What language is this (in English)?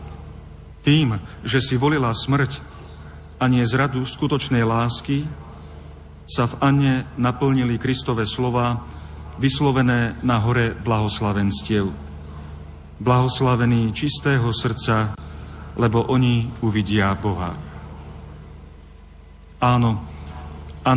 Slovak